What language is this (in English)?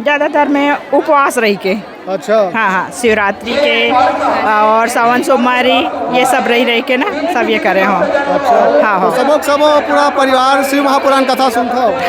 Chhattisgarhi